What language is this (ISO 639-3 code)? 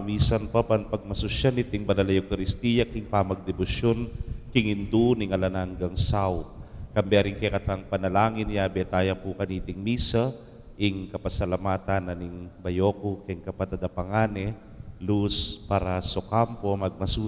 pam